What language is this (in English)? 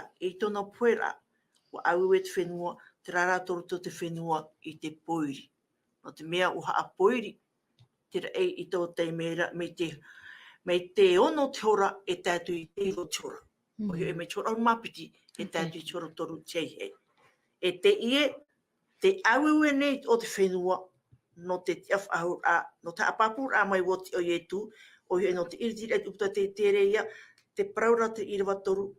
Tahitian